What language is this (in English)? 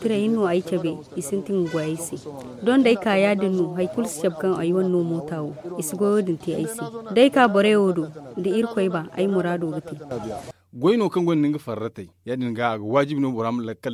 Zarma